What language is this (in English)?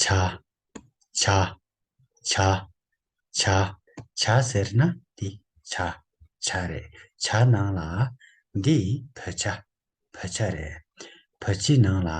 Tibetan